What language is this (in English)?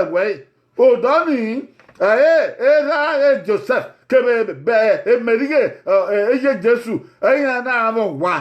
Bini